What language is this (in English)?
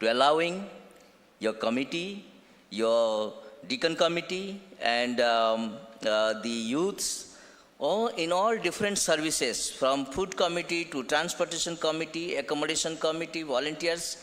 Ao Naga